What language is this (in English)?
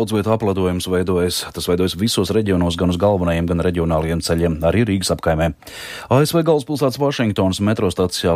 Latvian